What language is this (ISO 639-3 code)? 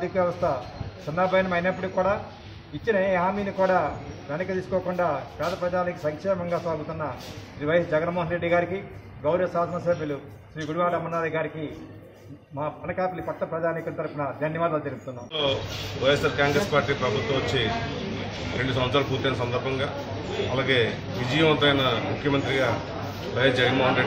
tel